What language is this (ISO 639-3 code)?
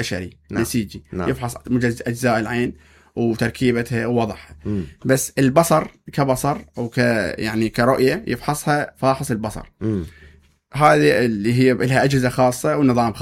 acm